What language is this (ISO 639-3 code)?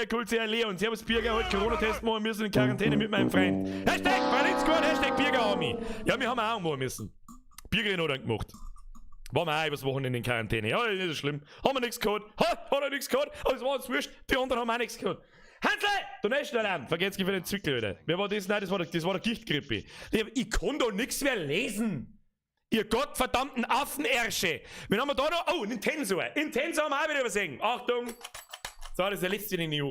bar